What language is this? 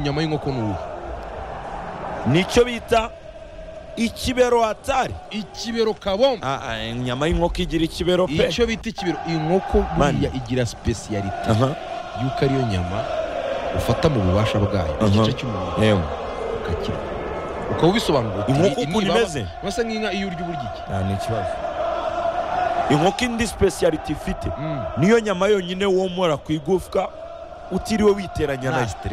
Kinyarwanda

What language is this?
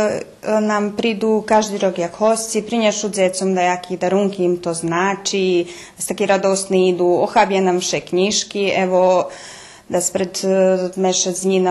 Rusyn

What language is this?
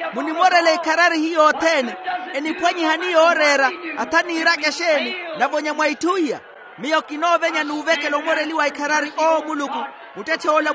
Makhuwa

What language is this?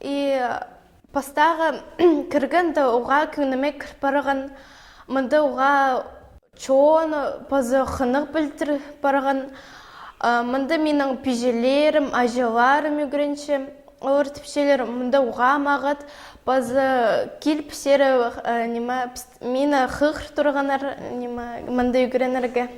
Khakas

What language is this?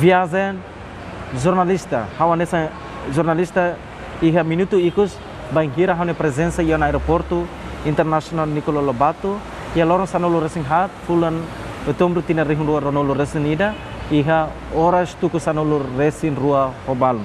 Tetum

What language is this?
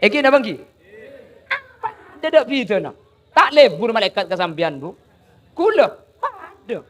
Madurese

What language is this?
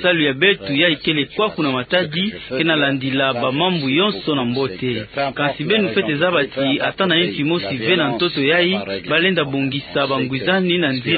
Kituba (Democratic Republic of Congo)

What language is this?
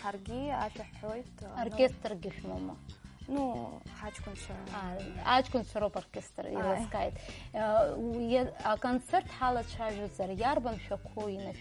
Abkhazian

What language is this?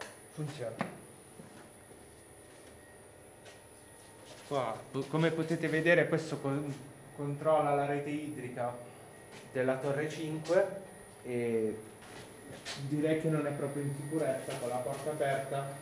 Italian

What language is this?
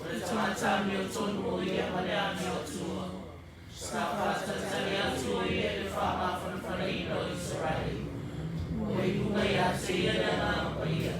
Samoan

